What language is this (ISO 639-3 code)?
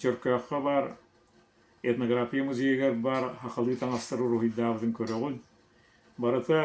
sah